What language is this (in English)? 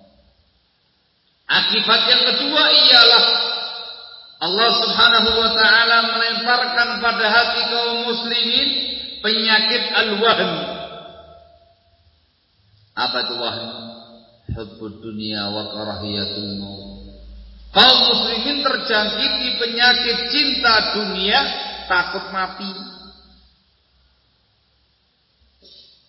Indonesian